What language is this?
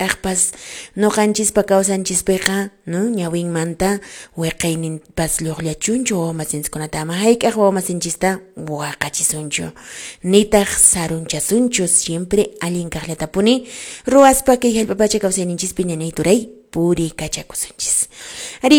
Quechua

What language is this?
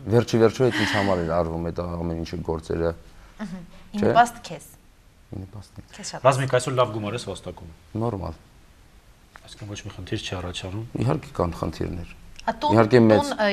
Armenian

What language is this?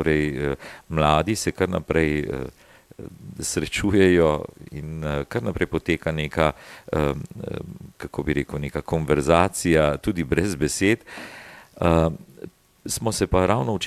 Slovenian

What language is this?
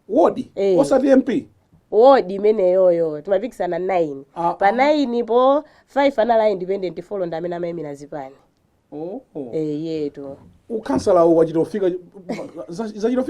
Nyanja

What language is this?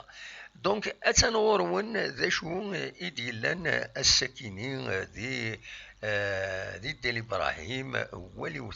Kabyle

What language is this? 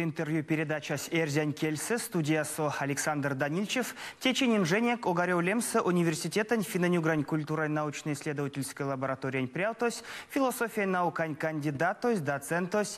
Erzya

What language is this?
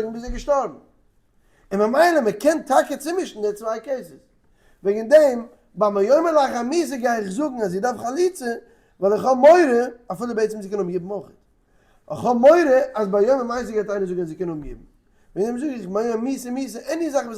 Yiddish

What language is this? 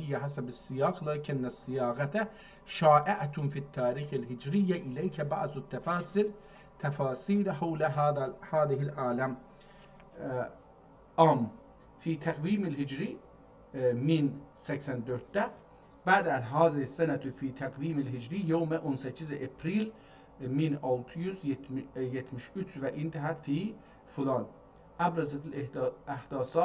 South Azerbaijani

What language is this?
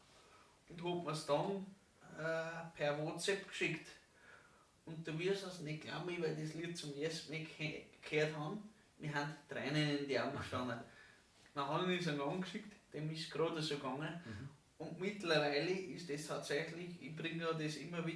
Bavarian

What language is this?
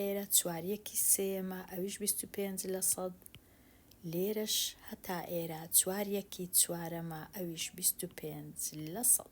Central Kurdish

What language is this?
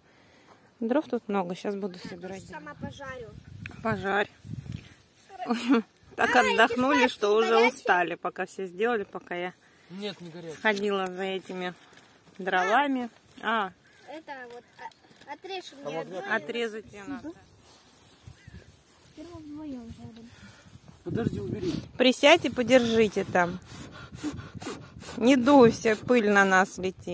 Russian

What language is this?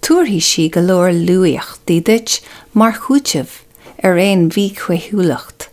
Irish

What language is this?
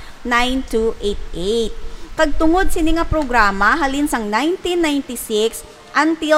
Hiligaynon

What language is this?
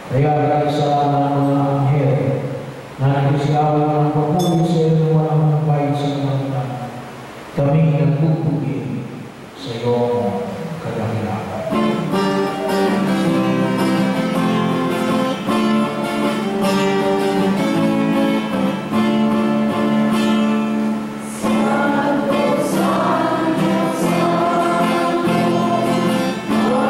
Filipino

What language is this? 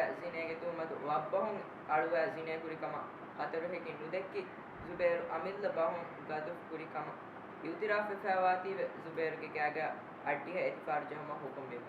Divehi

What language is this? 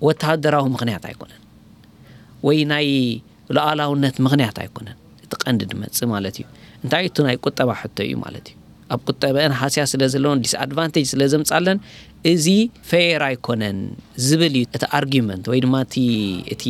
Tigrinya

